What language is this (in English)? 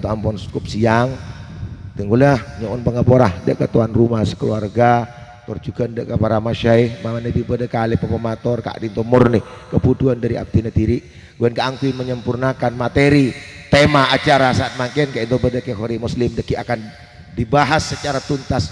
Madurese